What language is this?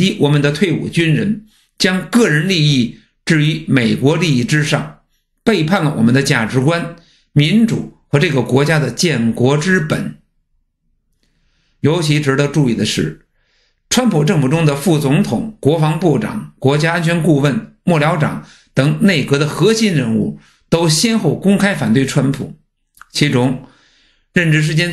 Chinese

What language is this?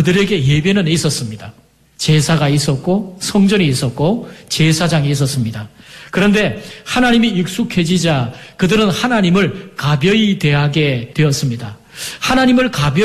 Korean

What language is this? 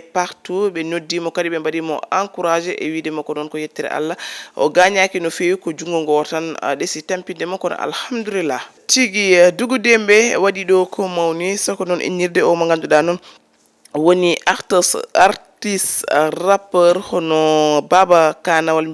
Fula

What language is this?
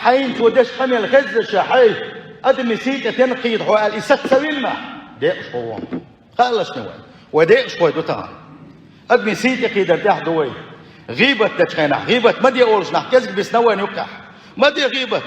Chechen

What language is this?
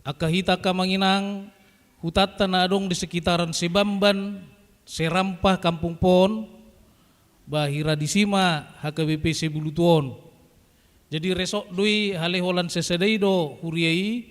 Batak Toba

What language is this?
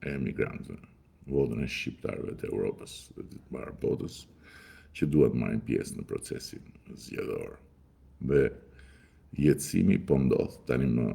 Albanian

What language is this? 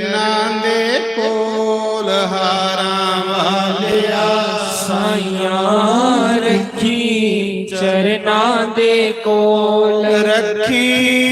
Dogri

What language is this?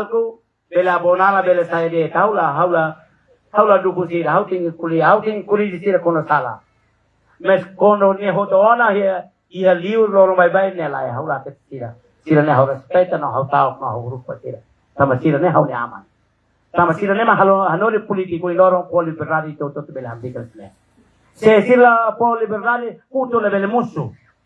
Tetum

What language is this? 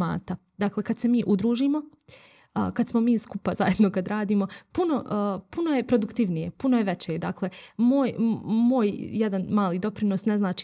Bosnian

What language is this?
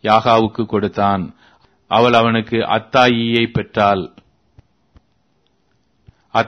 Tamil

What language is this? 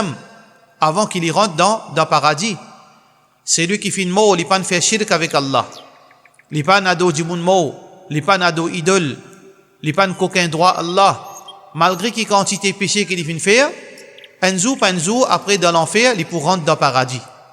Morisyen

